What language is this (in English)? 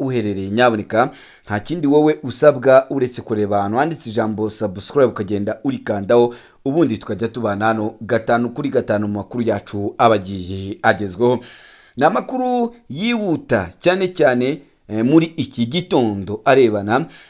Kinyarwanda